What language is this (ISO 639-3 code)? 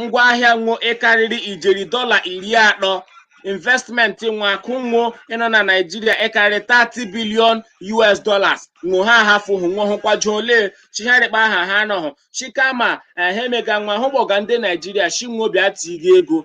ibo